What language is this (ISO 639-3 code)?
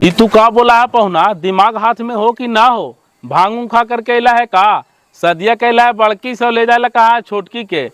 mag